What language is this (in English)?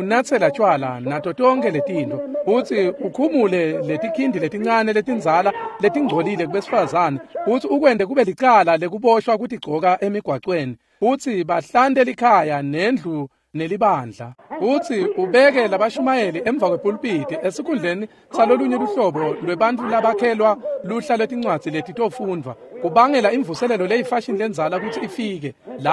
Swati